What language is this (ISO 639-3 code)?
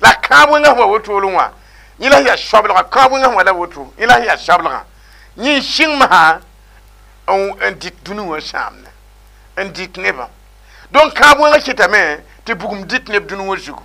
mos